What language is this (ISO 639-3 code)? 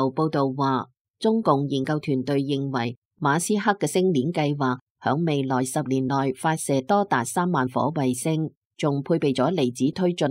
yue